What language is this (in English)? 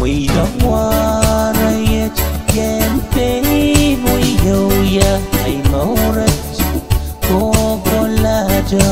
Pohnpeian